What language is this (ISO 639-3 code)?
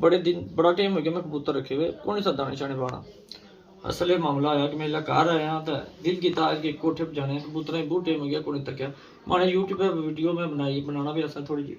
phr